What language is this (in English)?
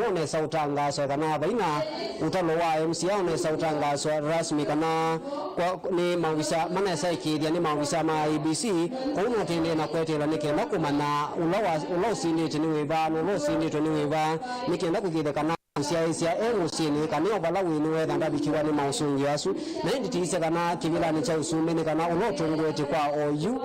Kamba